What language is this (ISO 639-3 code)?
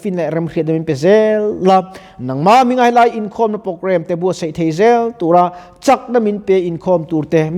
lus